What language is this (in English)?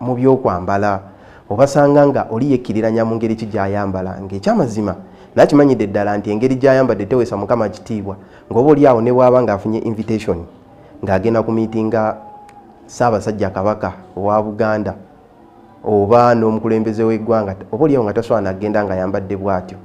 Ganda